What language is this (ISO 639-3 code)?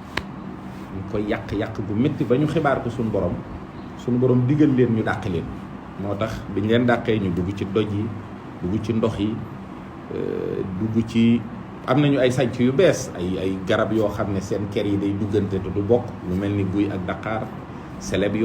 wol